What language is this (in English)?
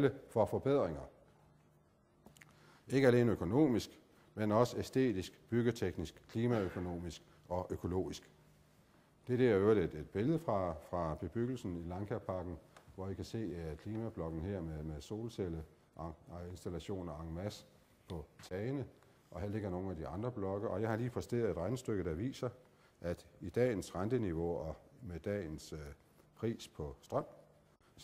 Danish